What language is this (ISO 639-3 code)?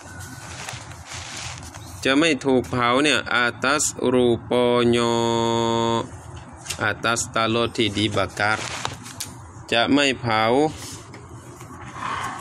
tha